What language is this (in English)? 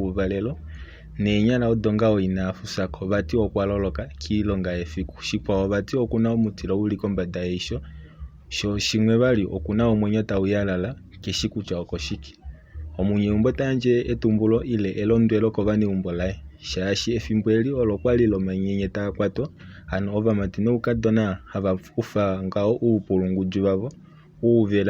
Kuanyama